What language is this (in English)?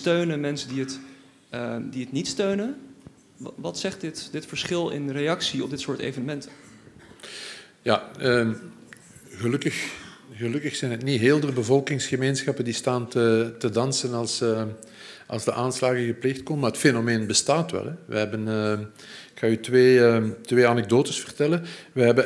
Dutch